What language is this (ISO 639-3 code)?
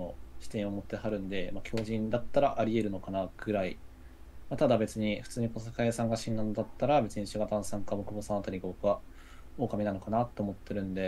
jpn